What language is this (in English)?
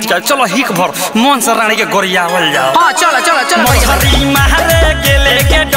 Bhojpuri